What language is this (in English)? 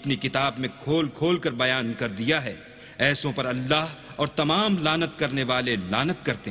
Urdu